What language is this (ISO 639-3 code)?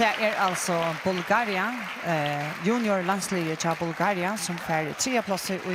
fao